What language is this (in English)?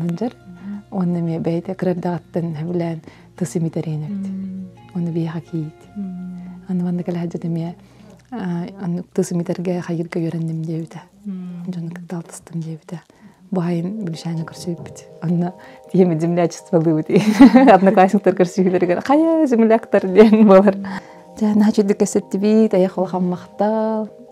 Yakut